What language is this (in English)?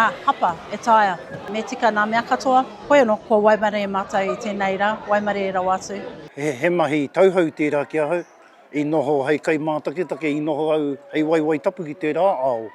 Māori